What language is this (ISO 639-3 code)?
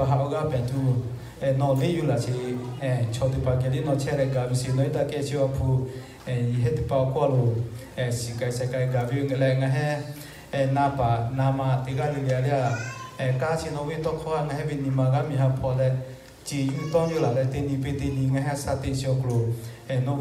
lhu